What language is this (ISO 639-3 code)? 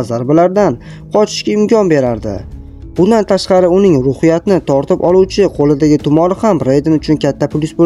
uzb